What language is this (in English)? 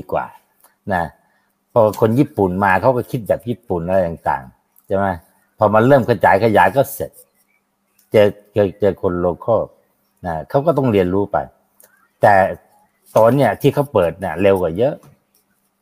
Thai